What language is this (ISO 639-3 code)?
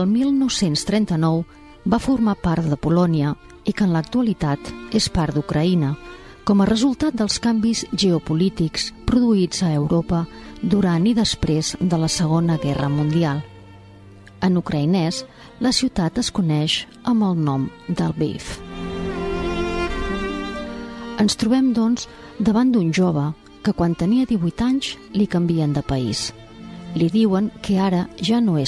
cat